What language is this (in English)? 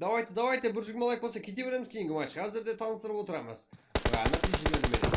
Kara-Kalpak